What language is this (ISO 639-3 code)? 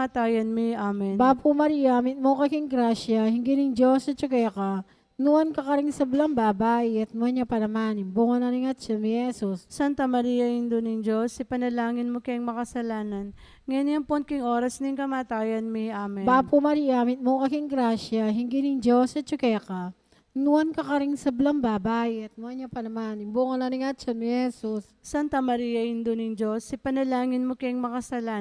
pam